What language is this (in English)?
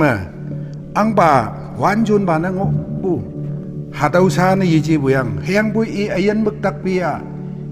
Konyak Naga